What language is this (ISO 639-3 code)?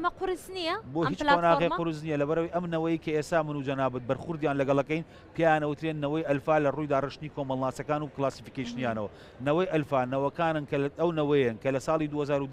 ckb